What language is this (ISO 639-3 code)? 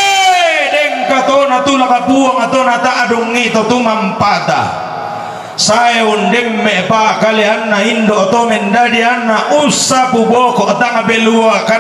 sda